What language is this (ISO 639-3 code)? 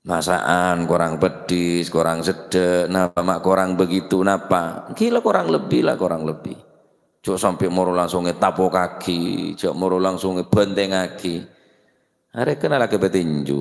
mad